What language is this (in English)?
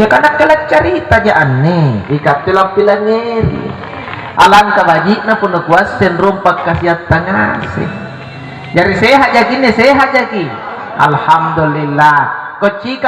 Makasar